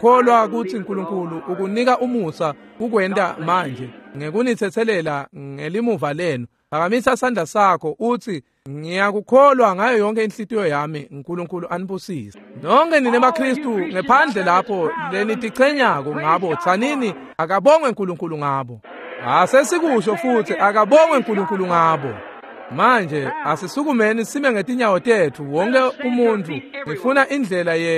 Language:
Swati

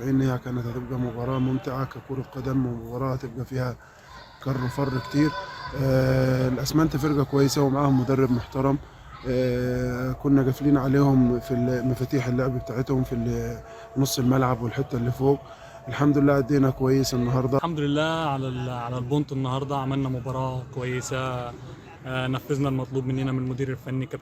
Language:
Egyptian Arabic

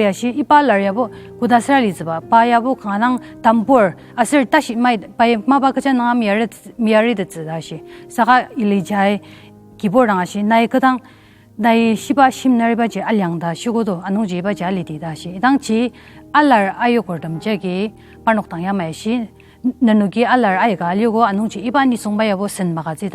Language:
Ao Naga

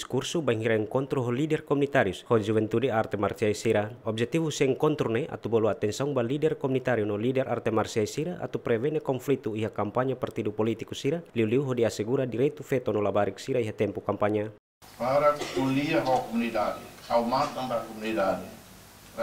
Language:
Tetum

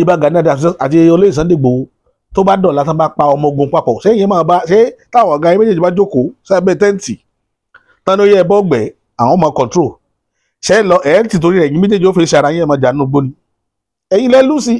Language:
Yoruba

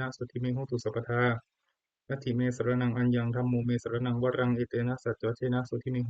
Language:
Pali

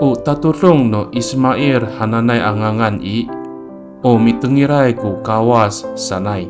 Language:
Amis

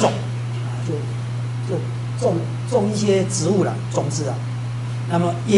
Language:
Chinese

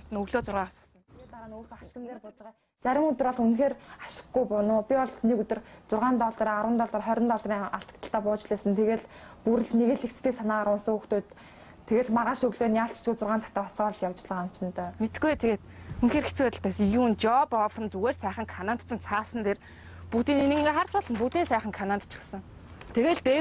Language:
Mongolian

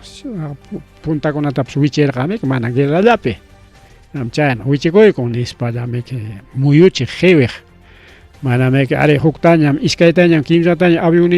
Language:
Ayacucho Quechua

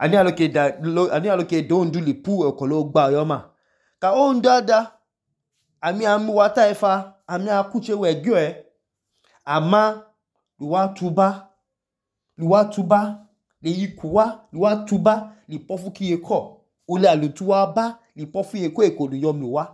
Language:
Idoma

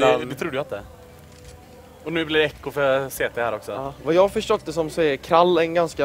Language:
Swedish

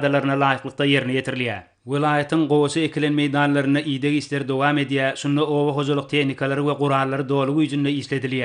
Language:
Turkmen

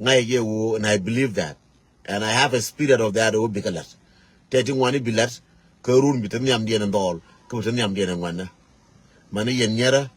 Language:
Nuer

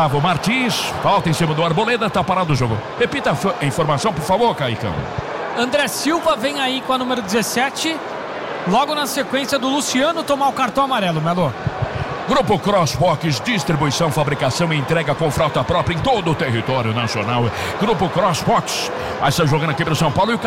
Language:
Portuguese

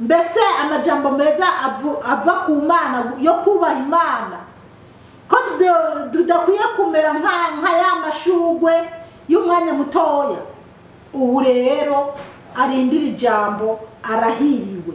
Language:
Rundi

